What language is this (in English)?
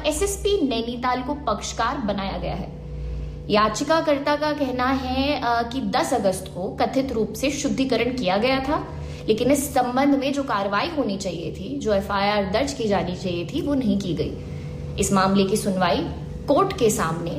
Hindi